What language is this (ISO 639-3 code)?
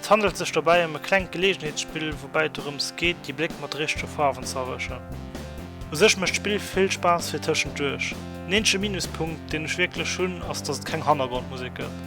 ltz